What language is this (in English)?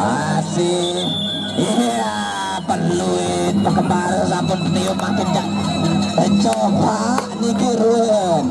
Sasak